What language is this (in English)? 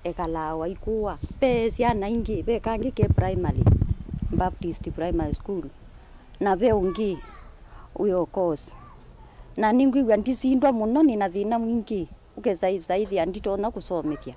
Kamba